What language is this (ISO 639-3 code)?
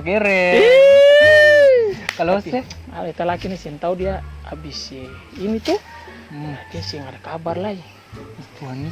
abs